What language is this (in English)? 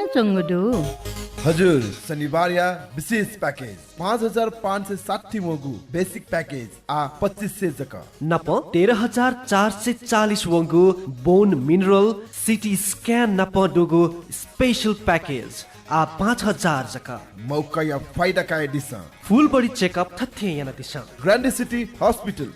Newari